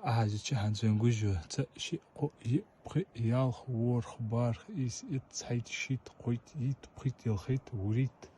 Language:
Ingush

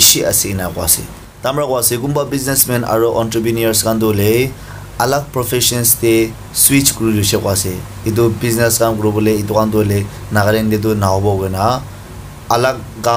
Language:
Naga Pidgin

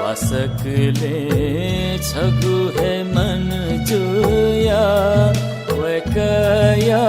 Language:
Newari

